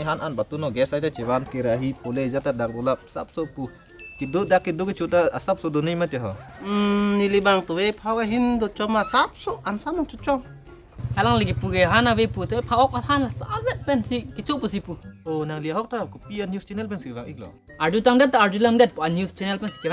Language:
Karbi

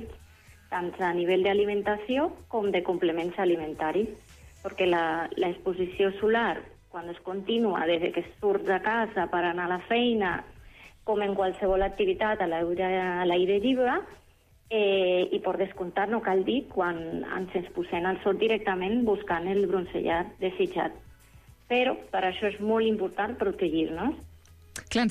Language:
Catalan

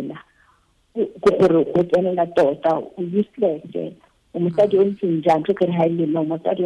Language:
Tswana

